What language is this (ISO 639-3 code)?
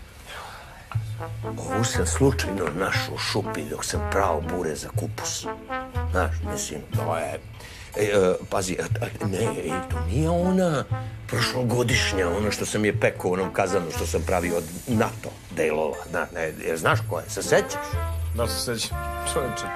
srp